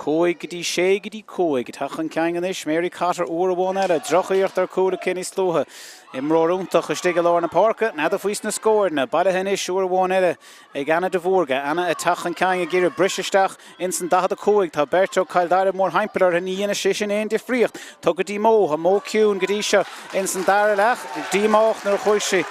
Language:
Irish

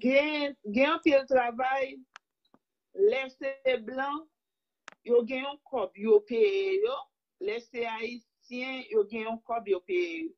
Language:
Haitian Creole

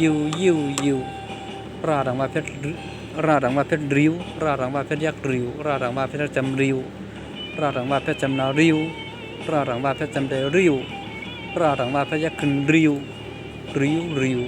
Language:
Shan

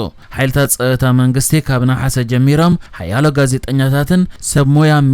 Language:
Tigrinya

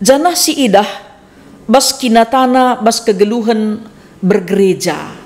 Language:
Batak Karo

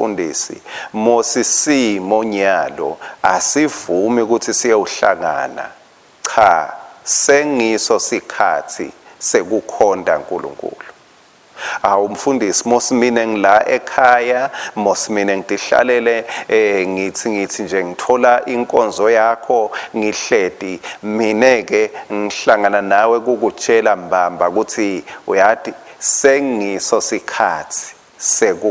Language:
Swati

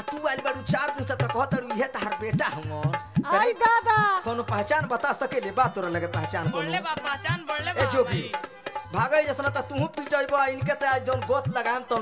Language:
Bhojpuri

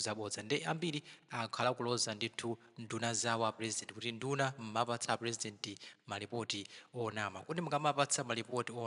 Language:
Nyanja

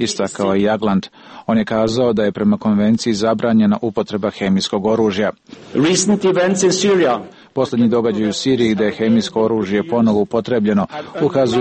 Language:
Serbian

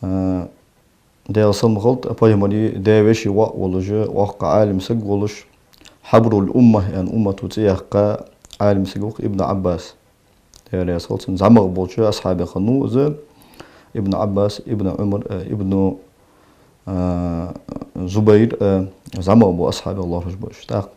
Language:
Ingush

